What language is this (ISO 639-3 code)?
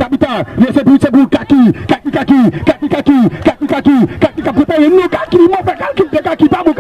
hat